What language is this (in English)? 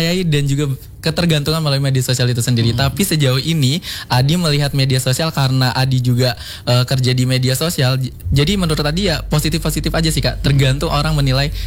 Indonesian